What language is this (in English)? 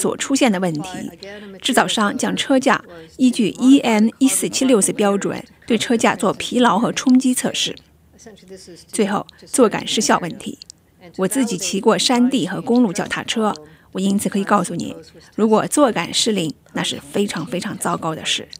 Chinese